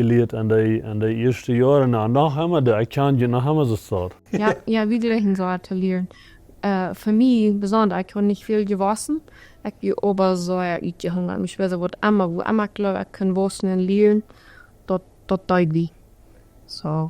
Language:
Plautdietsch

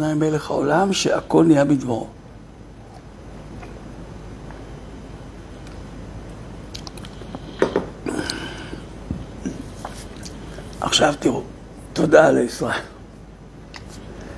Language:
Hebrew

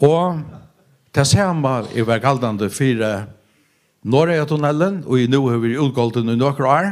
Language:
Faroese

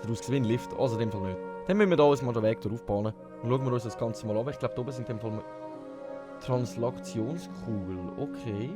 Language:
Swiss German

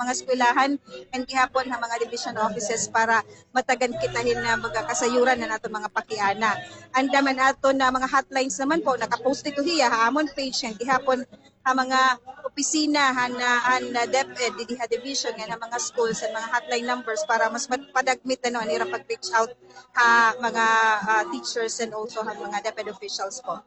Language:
Waray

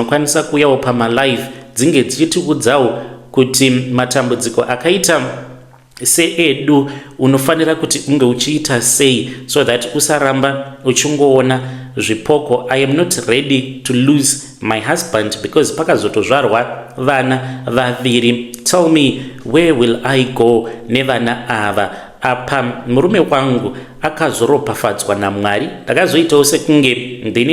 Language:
Shona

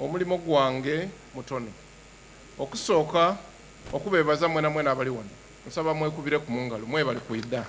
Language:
Soga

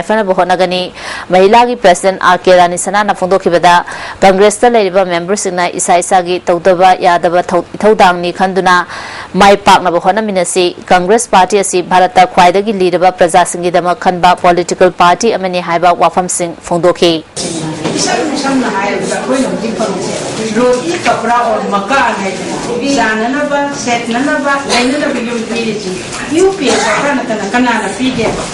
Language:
Manipuri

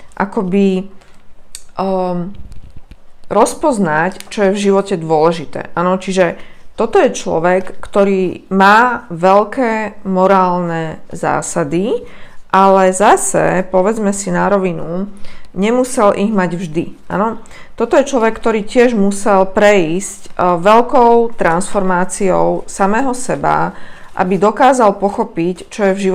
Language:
Slovak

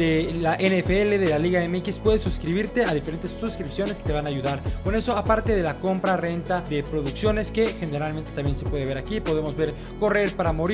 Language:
Spanish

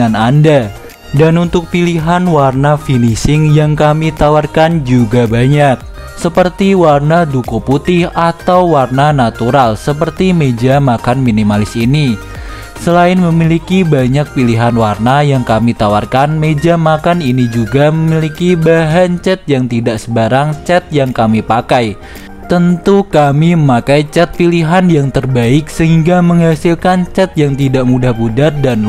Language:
Indonesian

